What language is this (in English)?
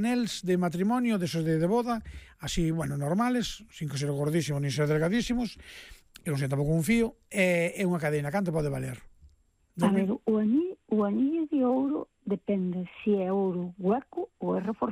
Galician